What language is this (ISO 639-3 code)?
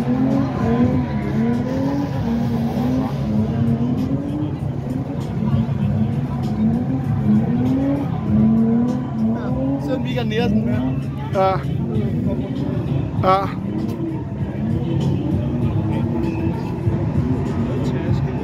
dan